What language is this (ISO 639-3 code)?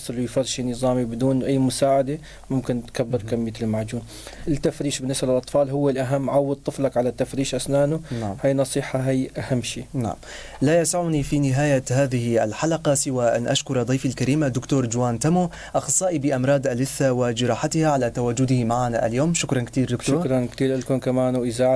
apc